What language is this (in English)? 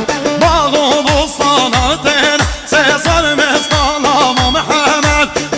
Kurdish